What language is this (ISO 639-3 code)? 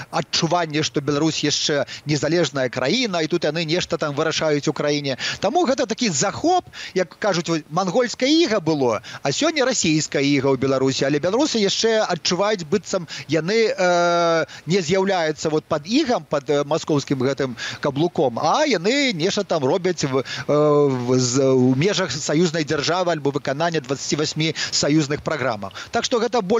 bel